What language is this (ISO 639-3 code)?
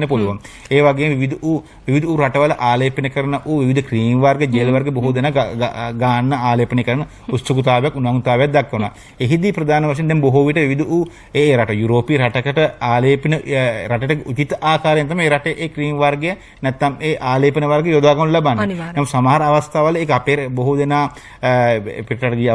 sin